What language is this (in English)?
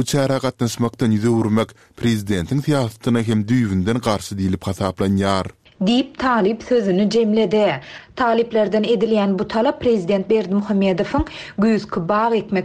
Turkmen